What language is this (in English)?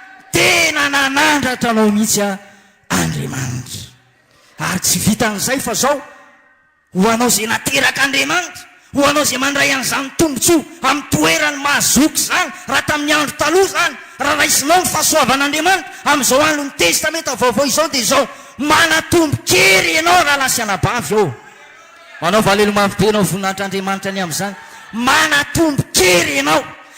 Malagasy